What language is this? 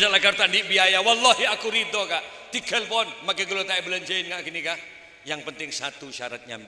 Madurese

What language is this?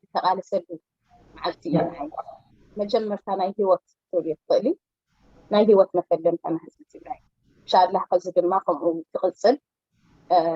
Tigrinya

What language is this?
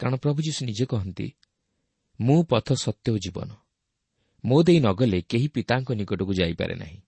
Odia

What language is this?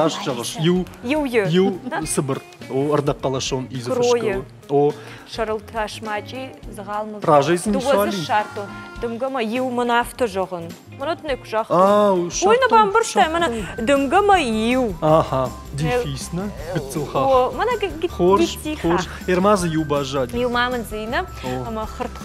Ossetic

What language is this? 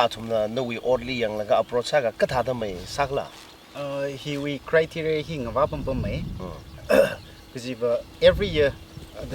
Tangkhul Naga (India)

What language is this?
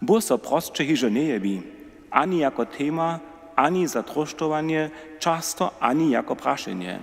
Upper Sorbian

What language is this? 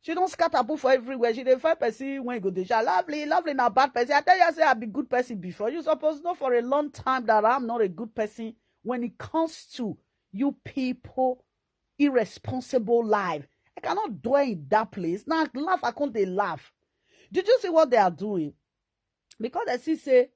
Nigerian Pidgin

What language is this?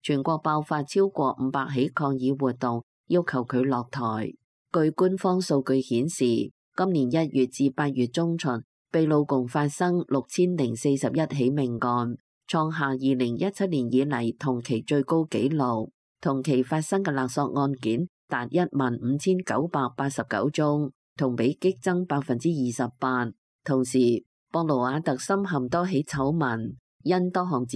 Cantonese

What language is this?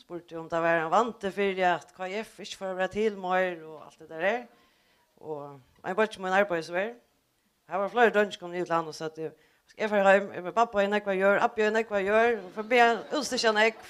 Faroese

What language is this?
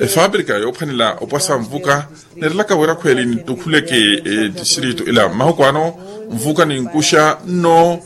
Makhuwa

